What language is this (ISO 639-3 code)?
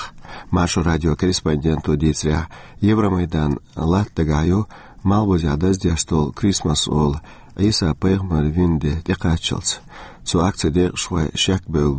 che